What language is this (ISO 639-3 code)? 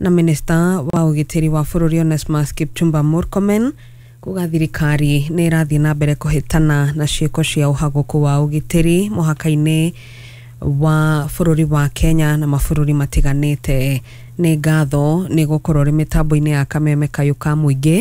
kik